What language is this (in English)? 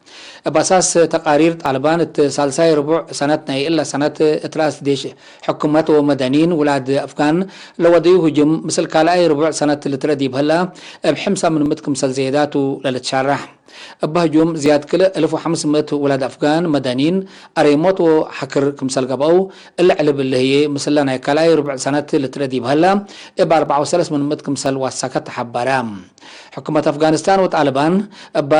Tigre